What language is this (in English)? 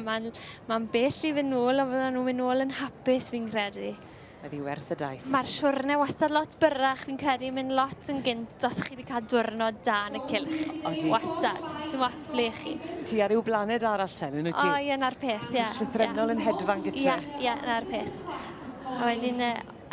Welsh